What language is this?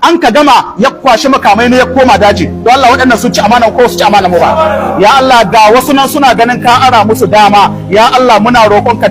Hausa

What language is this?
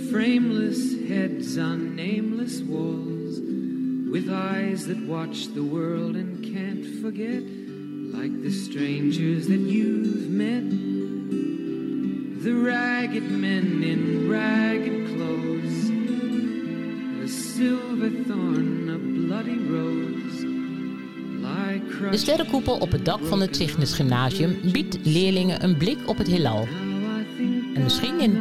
Dutch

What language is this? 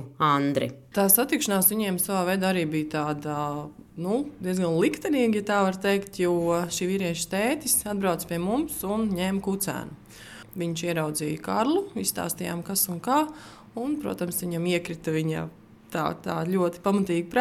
Latvian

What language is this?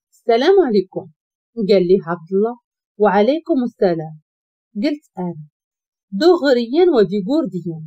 Moroccan Arabic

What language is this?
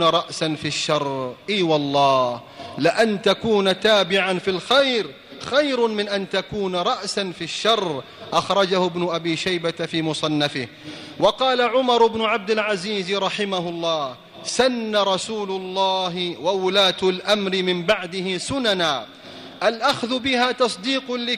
Arabic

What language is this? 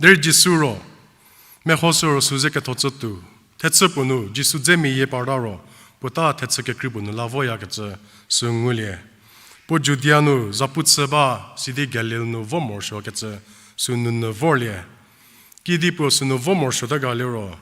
Angami Naga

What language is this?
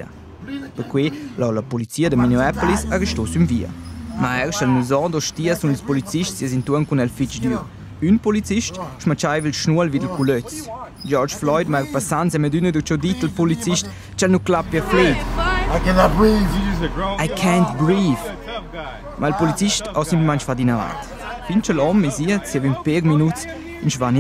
Romansh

